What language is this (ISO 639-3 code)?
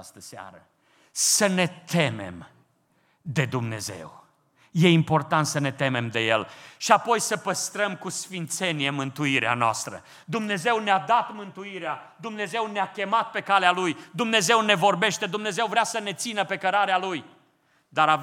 ron